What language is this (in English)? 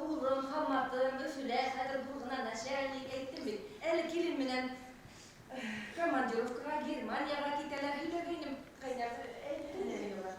Bashkir